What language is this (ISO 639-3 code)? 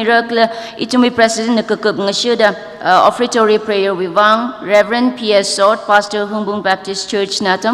nmf